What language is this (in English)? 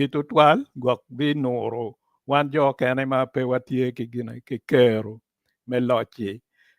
Acoli